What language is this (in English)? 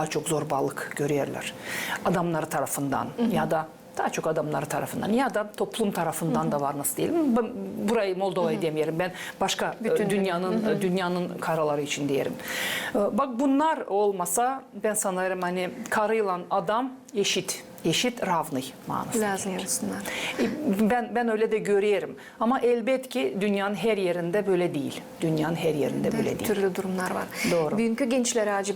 Gagauz